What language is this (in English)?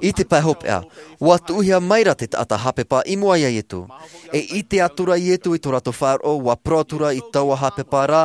Tahitian